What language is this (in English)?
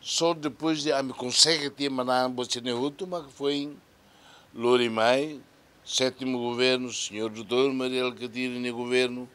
Tetum